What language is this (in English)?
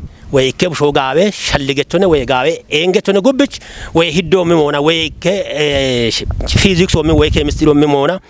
Kafa